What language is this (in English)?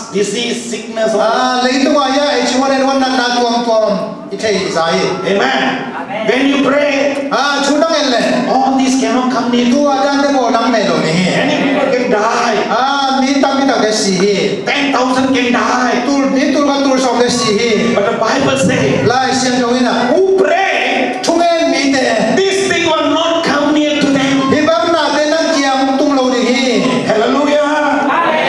Tedim Chin